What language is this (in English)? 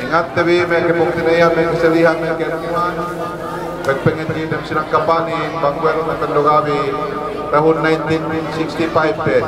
Yakan